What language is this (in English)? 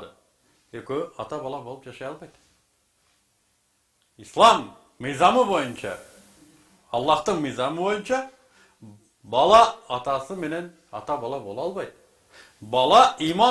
Kyrgyz